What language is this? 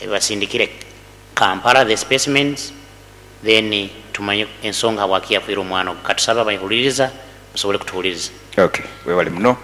Nyoro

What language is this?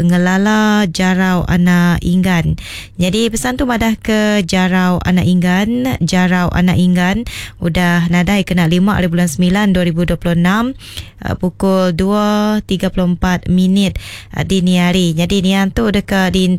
Iban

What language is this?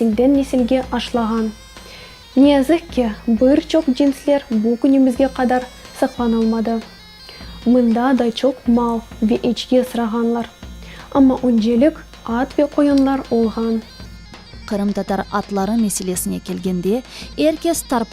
Crimean Tatar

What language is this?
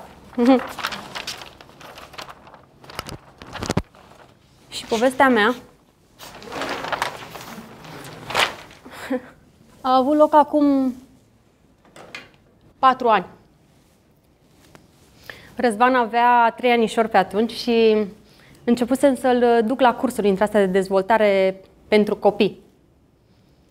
Romanian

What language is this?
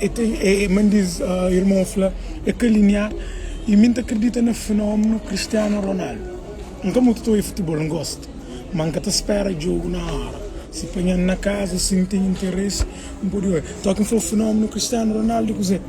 Kabuverdianu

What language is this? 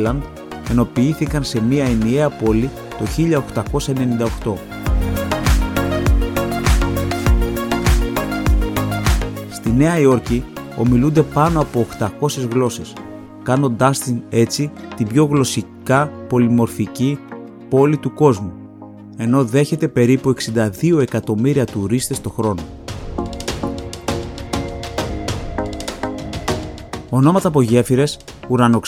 Greek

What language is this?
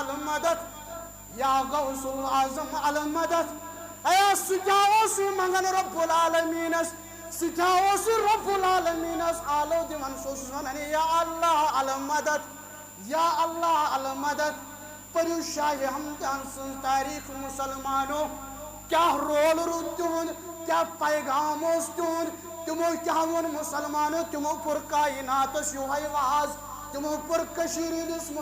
Kashmiri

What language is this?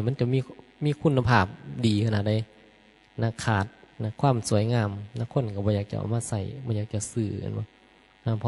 Northeastern Thai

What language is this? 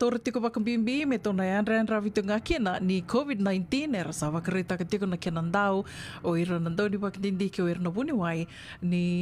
Fijian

